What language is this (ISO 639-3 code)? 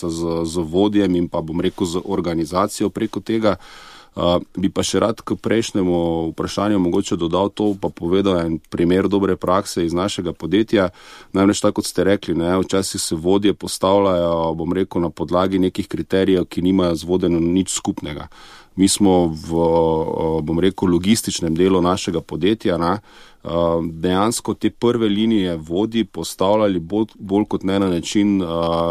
slv